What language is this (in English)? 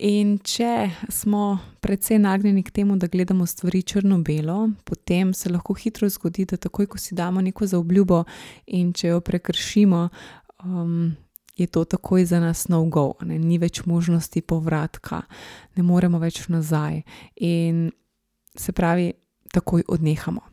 Slovenian